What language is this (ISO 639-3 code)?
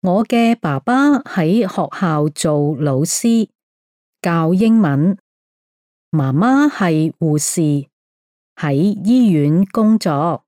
yue